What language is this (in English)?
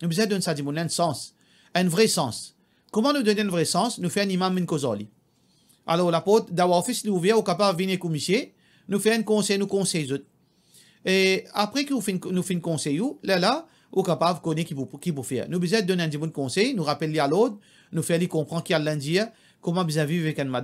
Morisyen